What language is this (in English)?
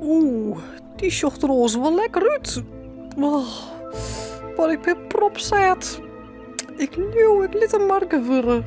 Western Frisian